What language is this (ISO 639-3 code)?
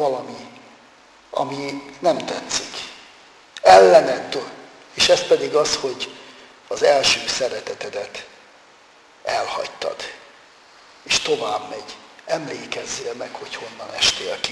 hun